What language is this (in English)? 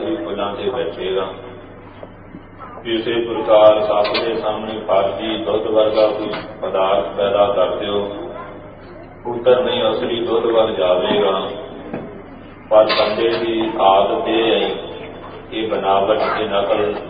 Punjabi